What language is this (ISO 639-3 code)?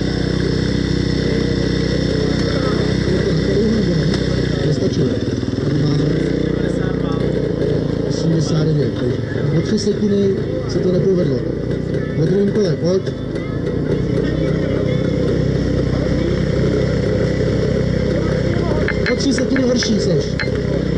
ces